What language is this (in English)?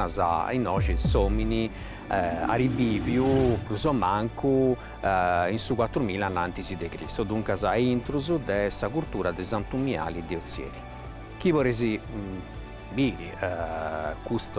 Sardinian